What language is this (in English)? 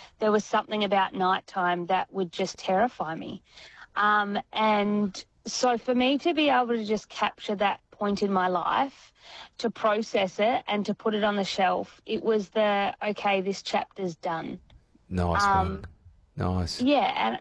English